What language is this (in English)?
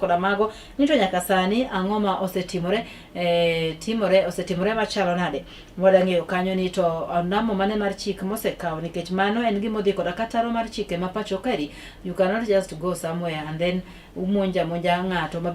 Luo (Kenya and Tanzania)